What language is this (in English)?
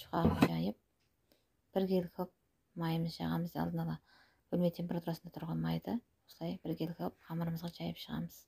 Kazakh